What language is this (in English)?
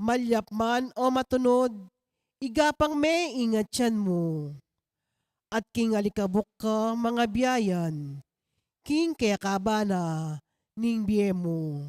Pampanga